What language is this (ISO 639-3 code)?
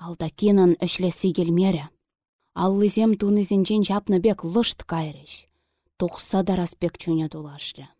chv